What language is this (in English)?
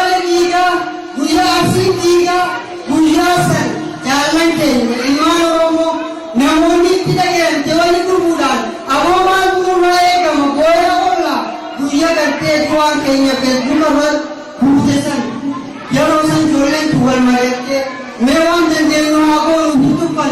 Oromo